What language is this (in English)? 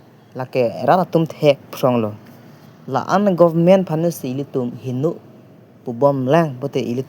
Karbi